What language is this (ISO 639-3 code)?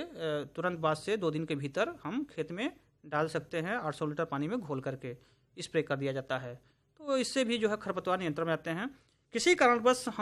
hin